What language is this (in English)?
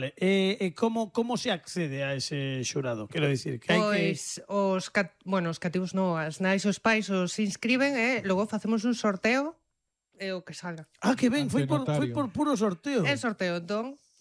Galician